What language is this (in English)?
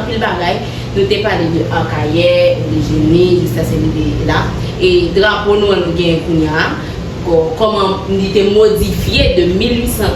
Haitian Creole